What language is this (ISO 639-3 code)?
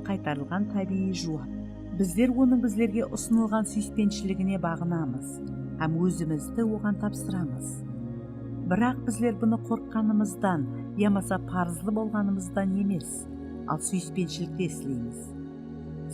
kaa